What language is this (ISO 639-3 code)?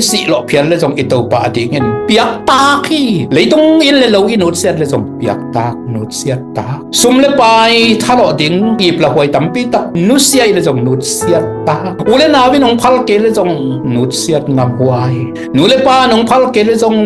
ctd